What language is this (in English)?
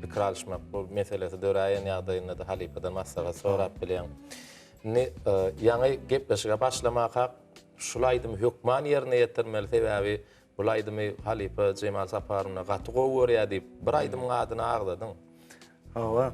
Turkmen